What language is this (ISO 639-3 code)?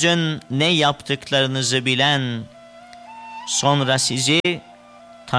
tur